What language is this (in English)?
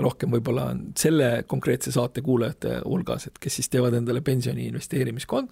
Estonian